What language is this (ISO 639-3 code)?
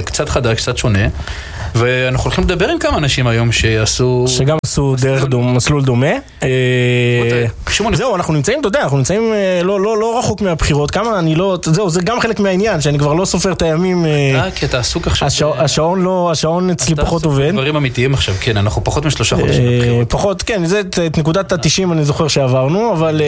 heb